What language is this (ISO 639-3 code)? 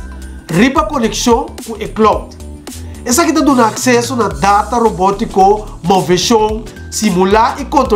pap